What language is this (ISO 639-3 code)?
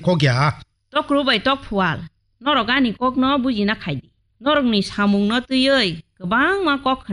trp